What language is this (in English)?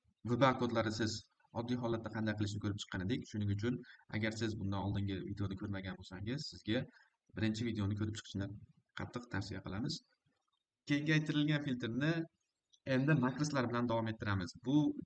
Uzbek